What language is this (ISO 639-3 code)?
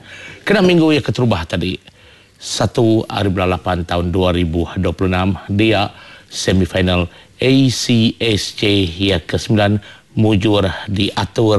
iba